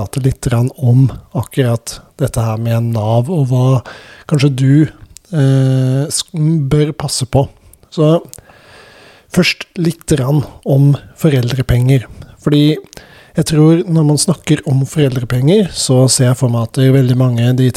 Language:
Norwegian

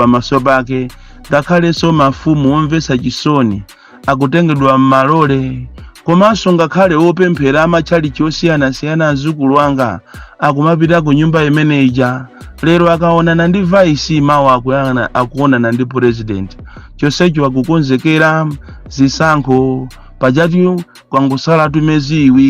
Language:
Nyanja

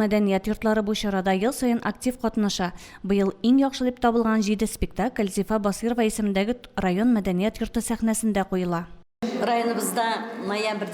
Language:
Tatar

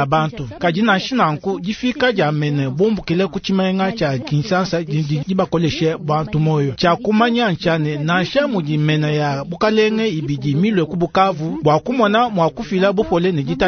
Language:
Luba-Lulua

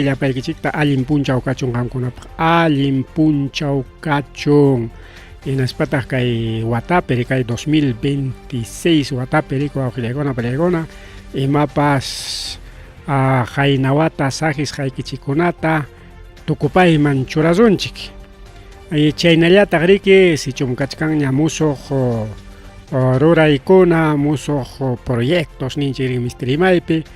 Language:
Ayacucho Quechua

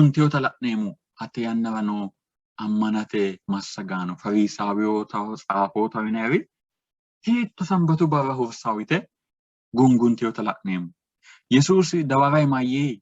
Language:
Sidamo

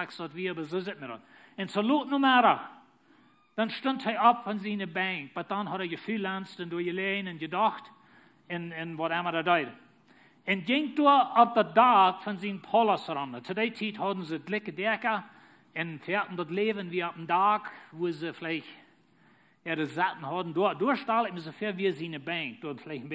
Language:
Plautdietsch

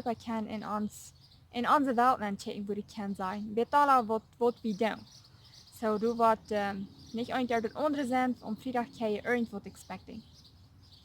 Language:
Plautdietsch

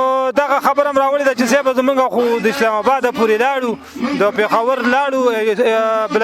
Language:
Pashto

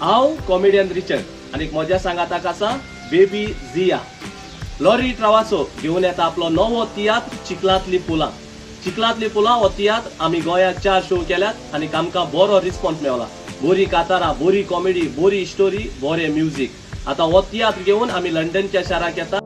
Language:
Konkani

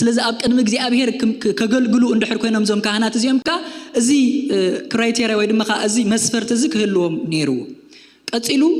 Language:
Tigrinya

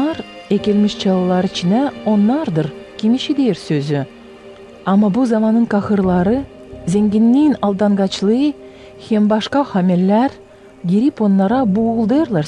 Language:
Gagauz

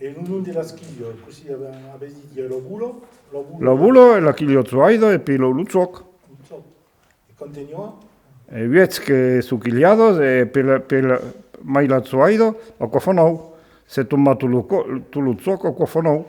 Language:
Occitan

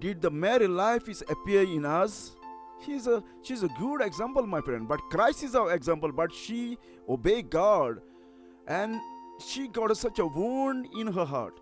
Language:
Konkani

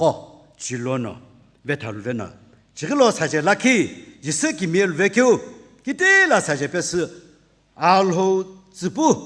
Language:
Sumi Naga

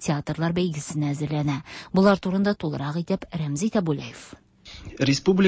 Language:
Tatar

